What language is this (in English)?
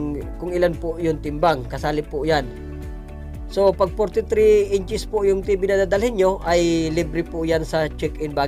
Filipino